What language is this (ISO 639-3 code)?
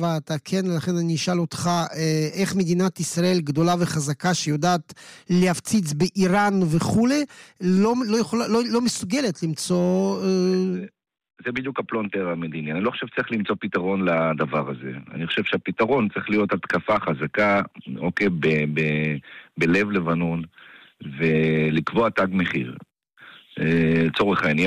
heb